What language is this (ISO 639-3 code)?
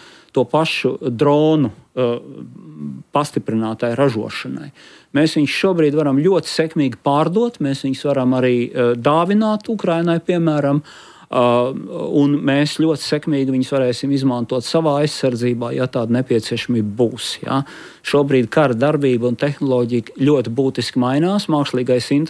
lav